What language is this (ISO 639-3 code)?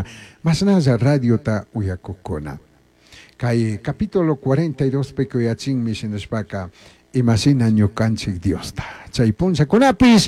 qug